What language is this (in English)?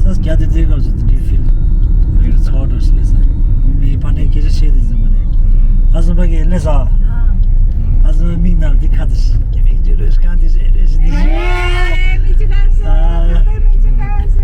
Tibetan